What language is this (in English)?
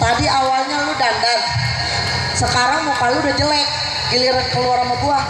Betawi